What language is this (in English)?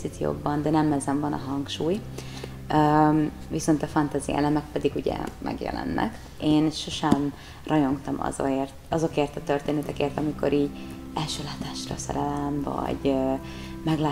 Hungarian